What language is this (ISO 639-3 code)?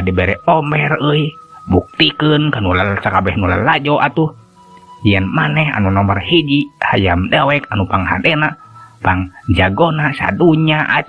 sun